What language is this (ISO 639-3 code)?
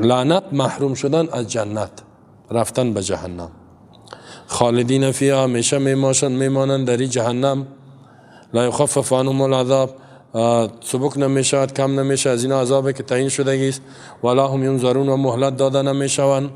fas